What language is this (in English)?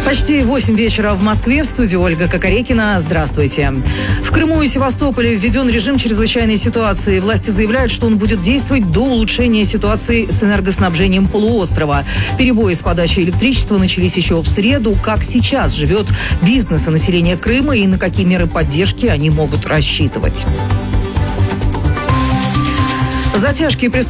Russian